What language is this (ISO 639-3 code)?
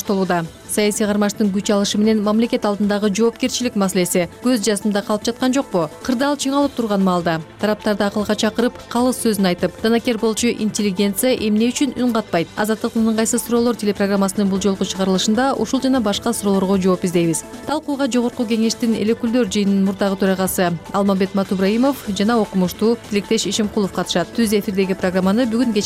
kir